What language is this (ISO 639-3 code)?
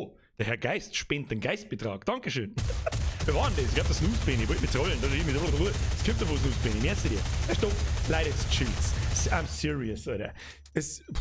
bar